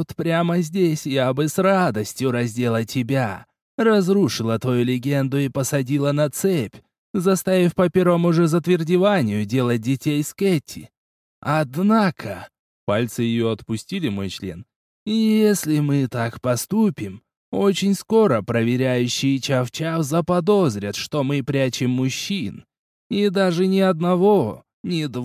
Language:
Russian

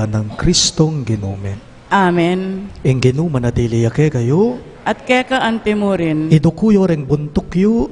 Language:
Pampanga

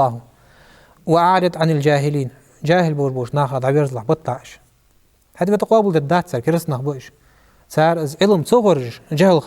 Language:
Ingush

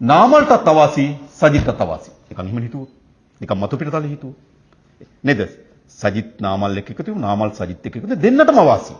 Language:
Sinhala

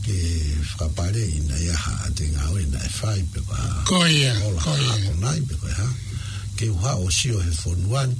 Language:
Tongan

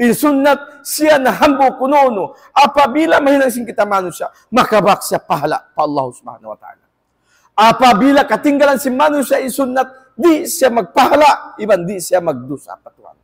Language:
Tausug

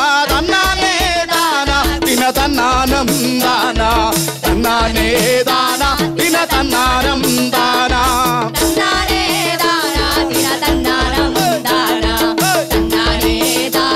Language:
Malayalam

